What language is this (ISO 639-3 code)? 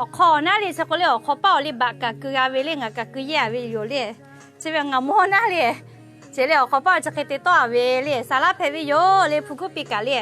lhu